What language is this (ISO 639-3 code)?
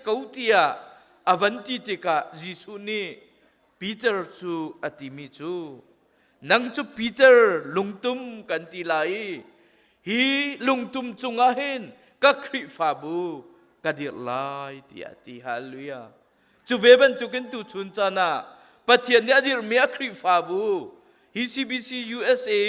cnh